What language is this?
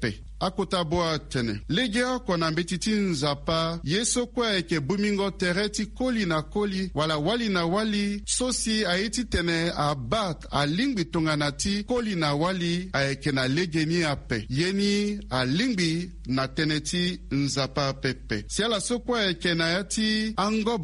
Sango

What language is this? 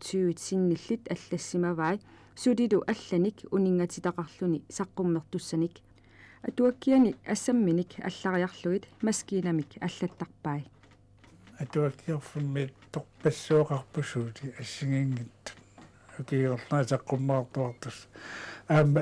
Kalaallisut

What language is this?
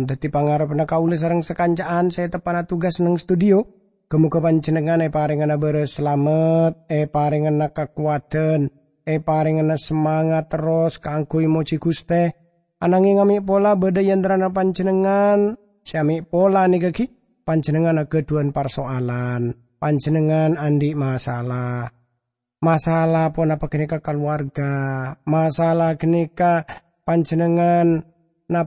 Madurese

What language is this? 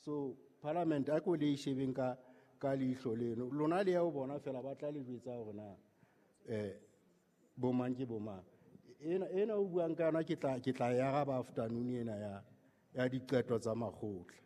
Southern Sotho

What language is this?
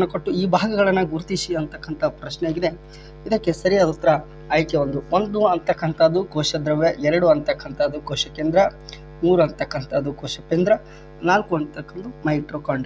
Kannada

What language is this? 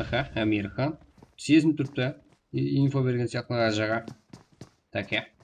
Kara-Kalpak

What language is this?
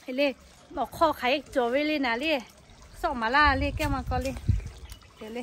Lahu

